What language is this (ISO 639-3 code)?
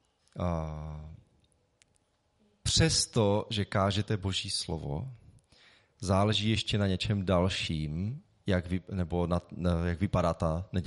ces